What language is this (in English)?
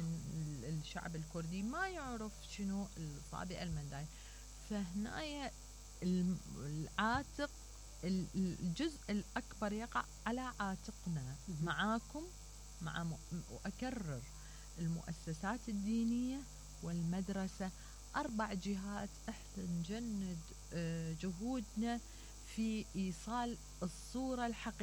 Mesopotamian Arabic